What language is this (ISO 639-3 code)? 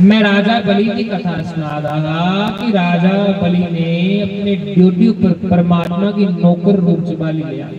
doi